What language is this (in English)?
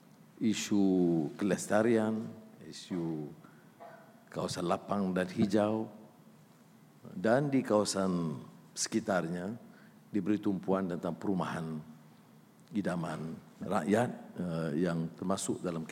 Malay